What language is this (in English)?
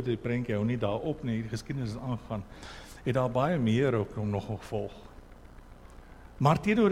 Afrikaans